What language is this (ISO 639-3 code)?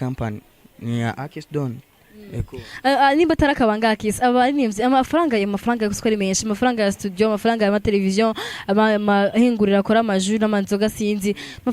run